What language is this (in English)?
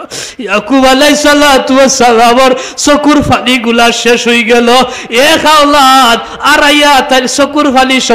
Sylheti